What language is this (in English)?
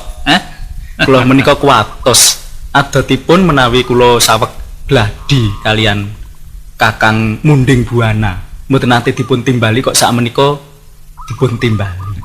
Javanese